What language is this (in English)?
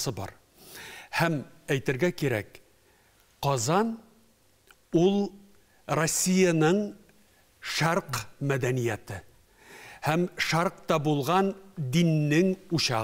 Tatar